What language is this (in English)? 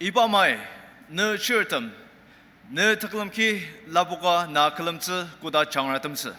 Ao Naga